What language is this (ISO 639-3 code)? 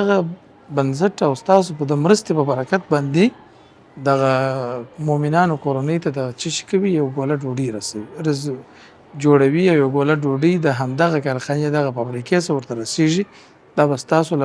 pus